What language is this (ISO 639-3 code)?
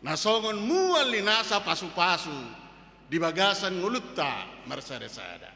bbc